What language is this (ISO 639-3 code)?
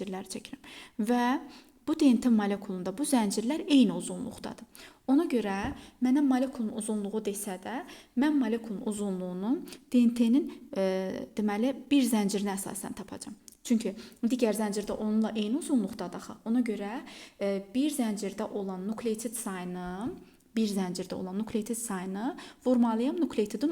aze